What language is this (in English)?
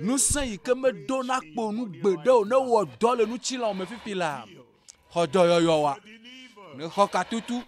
Ewe